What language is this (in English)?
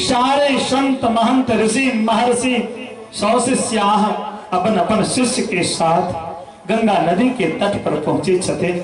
Maithili